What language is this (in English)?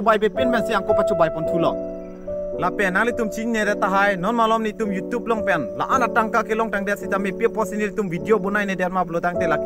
Karbi